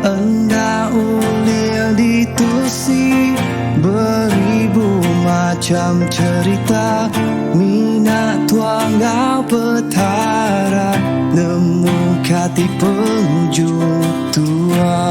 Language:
Iban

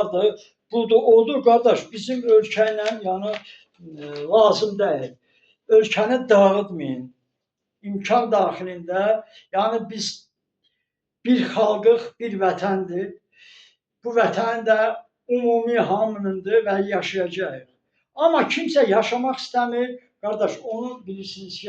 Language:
Azerbaijani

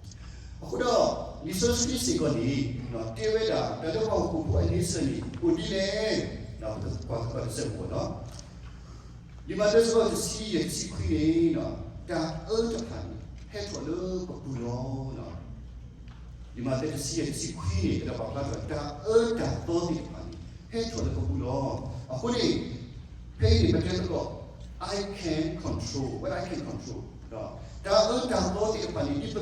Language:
S'gaw Karen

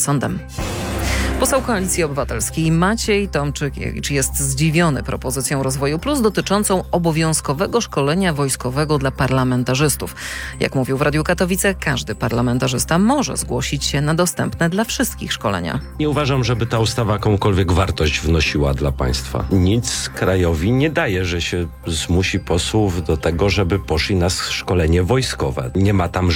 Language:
Polish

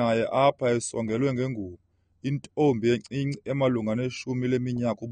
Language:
Xhosa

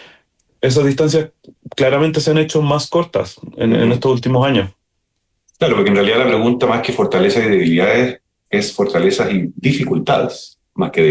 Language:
Spanish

